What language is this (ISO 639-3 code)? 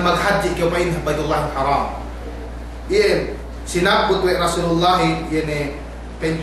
yka